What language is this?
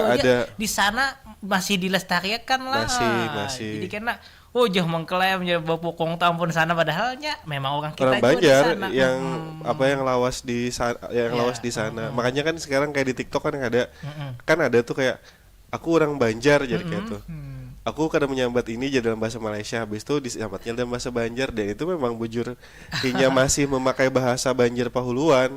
Banjar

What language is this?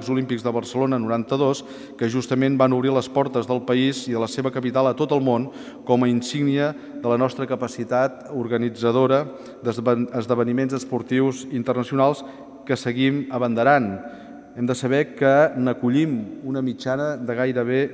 Catalan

